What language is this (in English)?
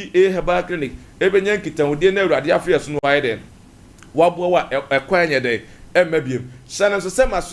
Akan